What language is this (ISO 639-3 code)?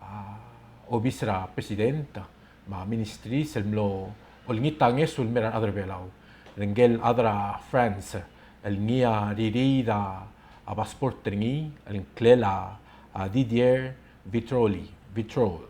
pau